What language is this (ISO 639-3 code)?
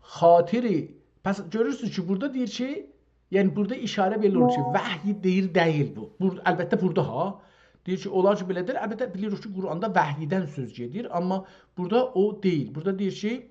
azb